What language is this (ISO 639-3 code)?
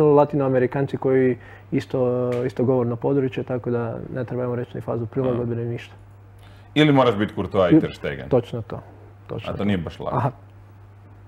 hrv